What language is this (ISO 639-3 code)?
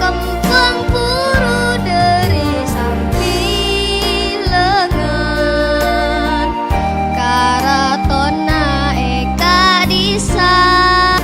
mad